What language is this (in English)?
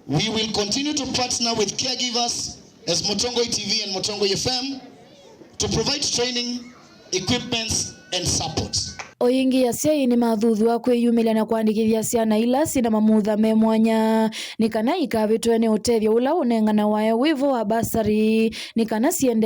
Kamba